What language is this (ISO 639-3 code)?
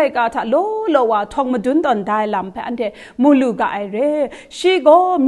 kac